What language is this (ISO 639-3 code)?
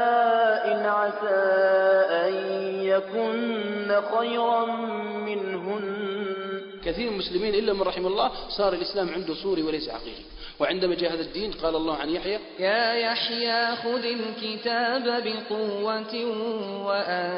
ara